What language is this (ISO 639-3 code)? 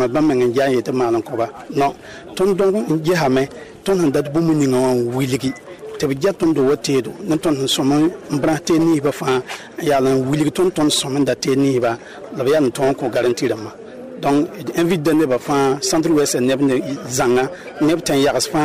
mos